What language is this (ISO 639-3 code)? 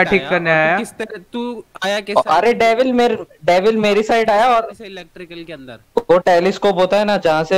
hin